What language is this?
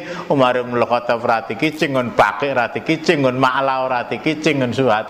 Javanese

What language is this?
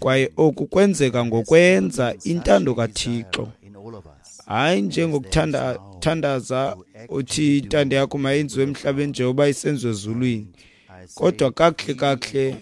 Xhosa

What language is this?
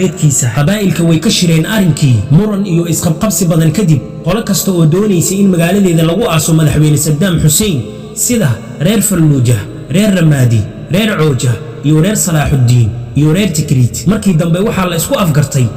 Somali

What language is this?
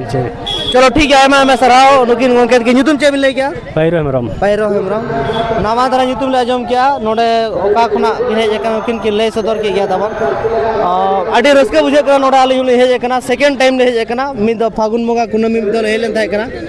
Santali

